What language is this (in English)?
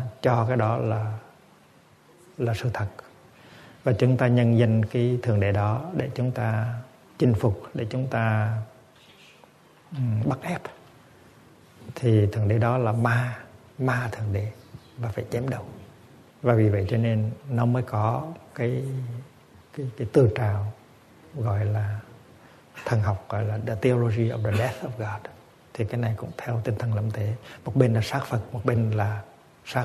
Vietnamese